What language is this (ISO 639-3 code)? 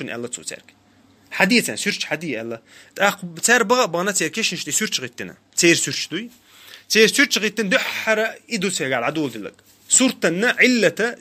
che